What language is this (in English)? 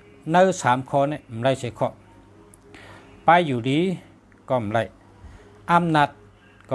Shan